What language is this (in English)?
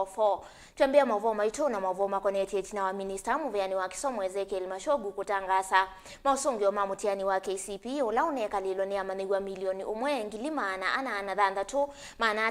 Kamba